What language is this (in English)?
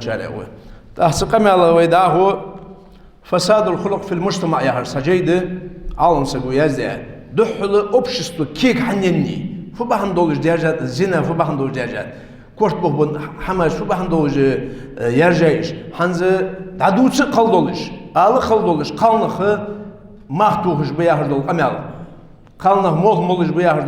Ingush